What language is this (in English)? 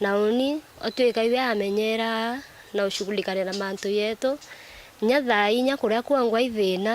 Meru